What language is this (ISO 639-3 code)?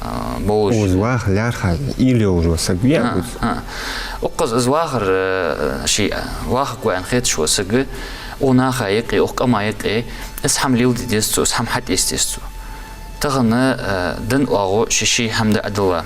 inh